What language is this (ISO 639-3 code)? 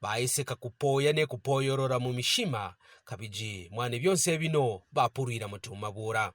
kqn